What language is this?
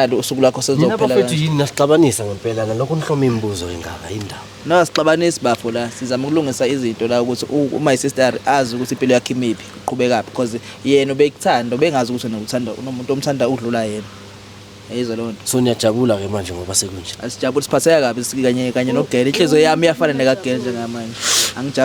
Zulu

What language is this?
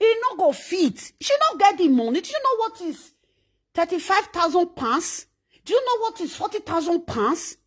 Nigerian Pidgin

